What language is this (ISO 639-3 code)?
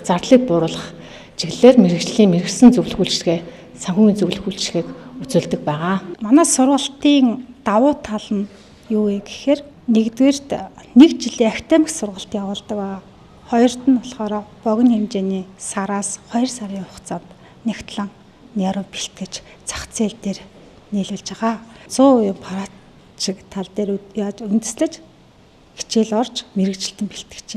mon